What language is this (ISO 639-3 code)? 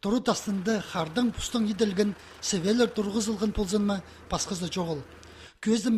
kjh